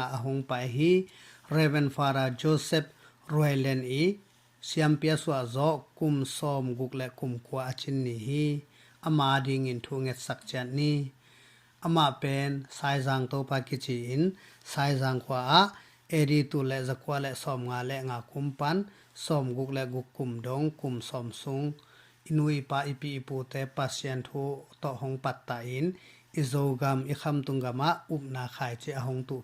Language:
Tedim Chin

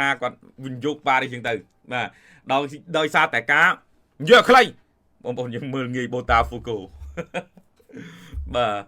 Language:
Khmer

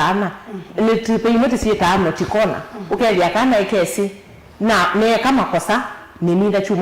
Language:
Kamba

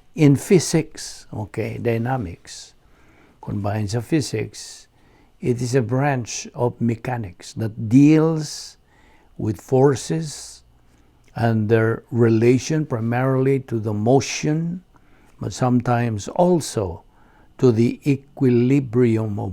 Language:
Cebuano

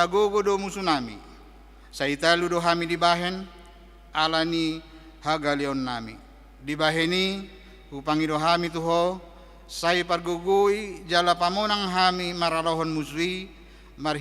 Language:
Batak Toba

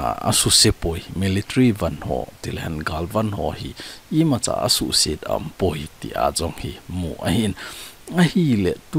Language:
Thado Chin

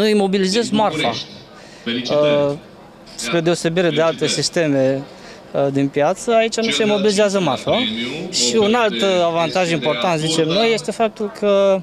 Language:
Romanian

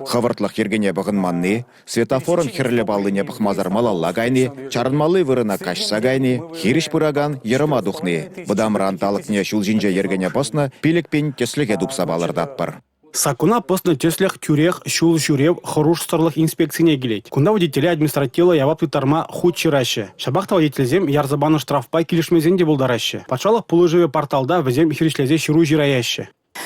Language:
Chuvash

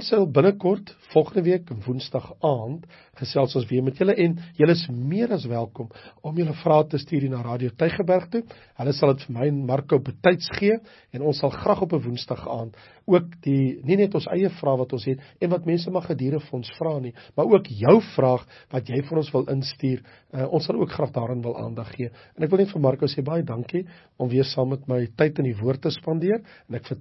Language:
Afrikaans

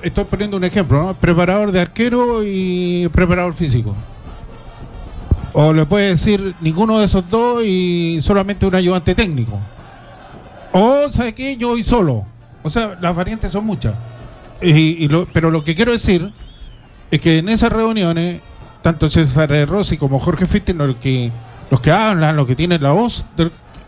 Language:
Spanish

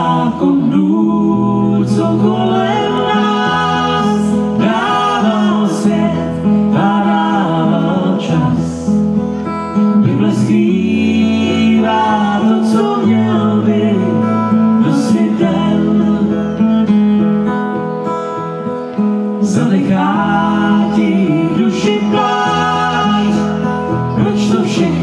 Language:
Czech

